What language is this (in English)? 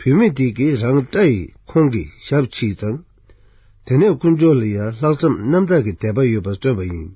Tibetan